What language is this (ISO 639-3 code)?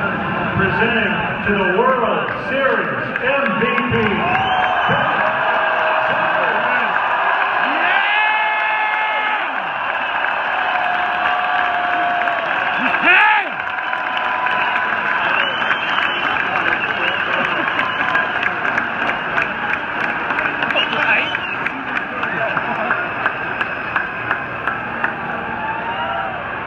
eng